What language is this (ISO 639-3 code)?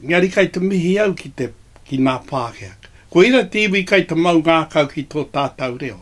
mri